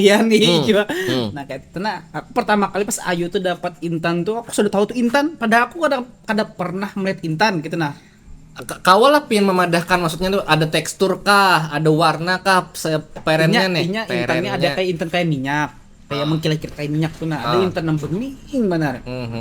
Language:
Banjar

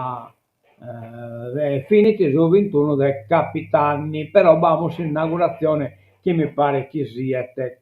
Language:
Sardinian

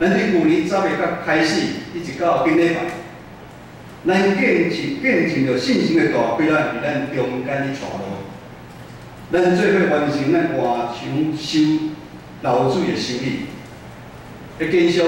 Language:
Min Nan Chinese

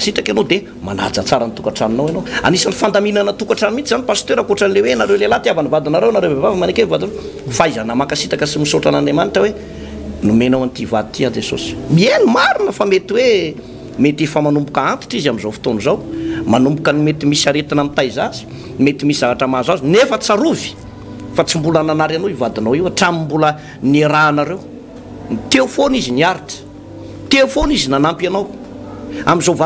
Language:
Malagasy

